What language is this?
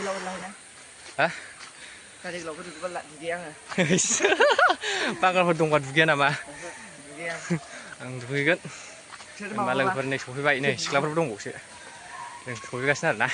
Bodo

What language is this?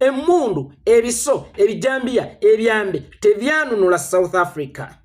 Ganda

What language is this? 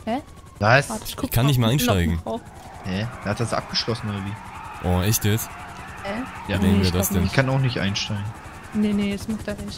German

